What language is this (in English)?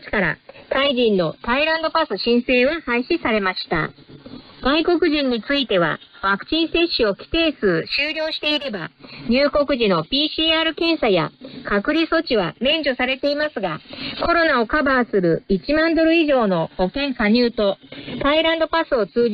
Japanese